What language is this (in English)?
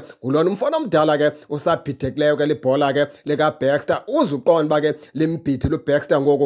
Xhosa